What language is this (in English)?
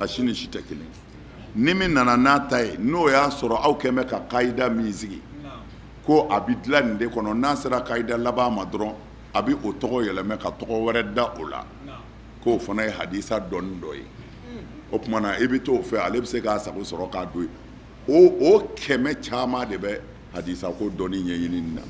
Bambara